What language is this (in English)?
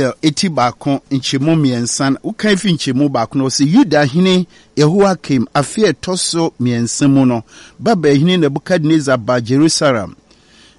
Akan